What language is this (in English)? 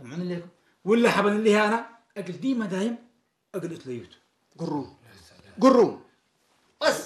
Tigrinya